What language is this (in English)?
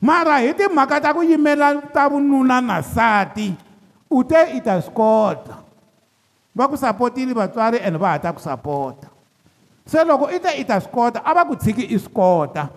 Tsonga